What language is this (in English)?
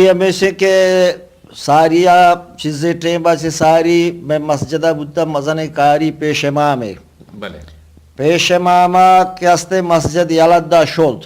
Eastern Balochi